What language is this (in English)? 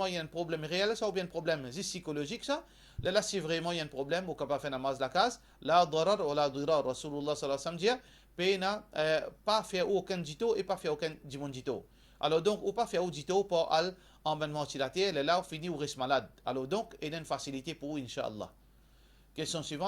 Morisyen